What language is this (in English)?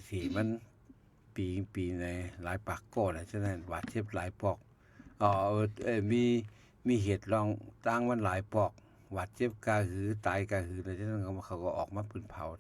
Shan